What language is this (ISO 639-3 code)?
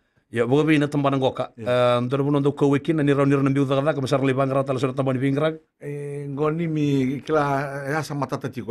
fij